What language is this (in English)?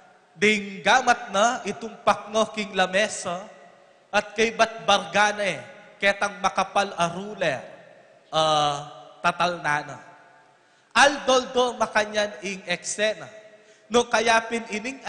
Pampanga